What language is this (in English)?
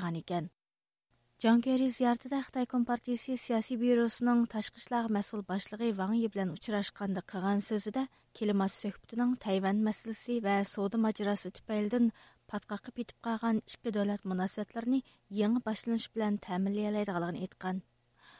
Uyghur